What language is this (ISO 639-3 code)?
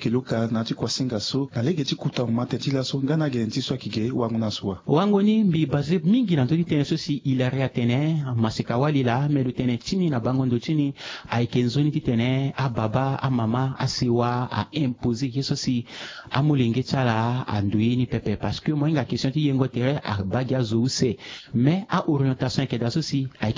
sag